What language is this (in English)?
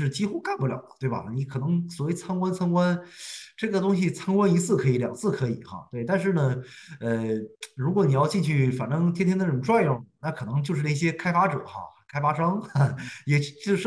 Chinese